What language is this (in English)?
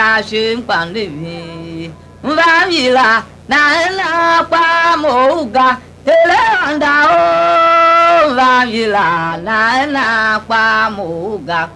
Tiv